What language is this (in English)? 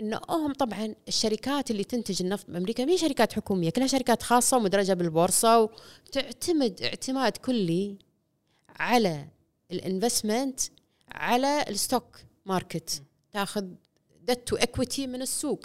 Gulf Arabic